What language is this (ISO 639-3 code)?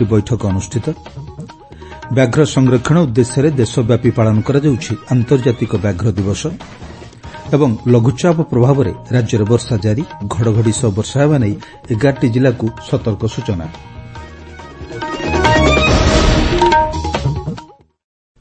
ori